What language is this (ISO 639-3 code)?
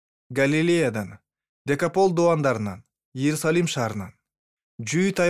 kir